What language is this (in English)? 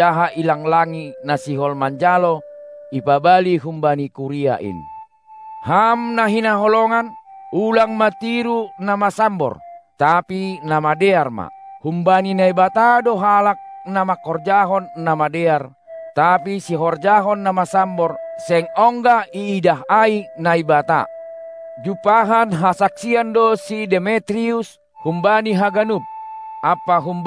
Batak Simalungun